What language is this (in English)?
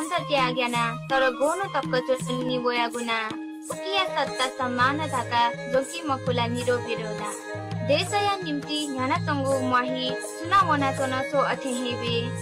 Newari